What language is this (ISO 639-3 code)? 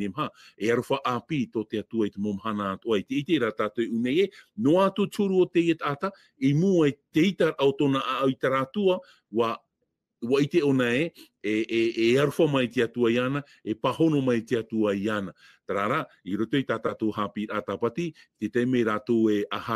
tah